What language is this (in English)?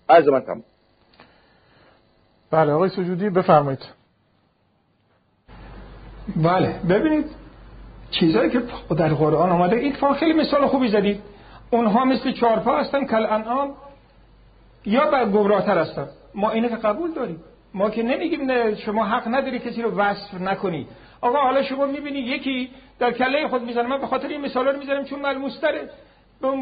Persian